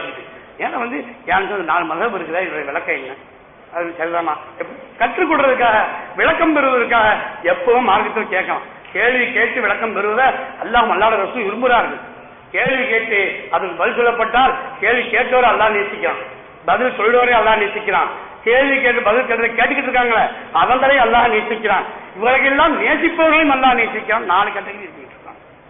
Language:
Tamil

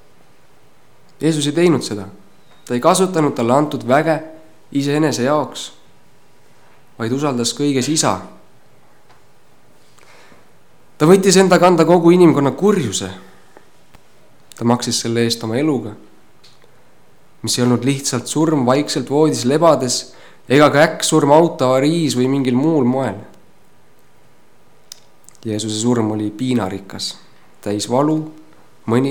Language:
Estonian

